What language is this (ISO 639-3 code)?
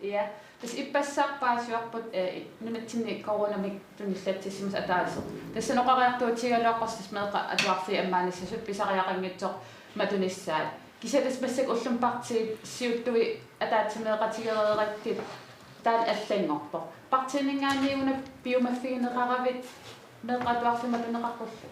kal